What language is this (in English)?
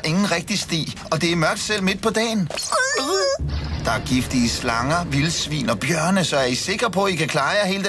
Danish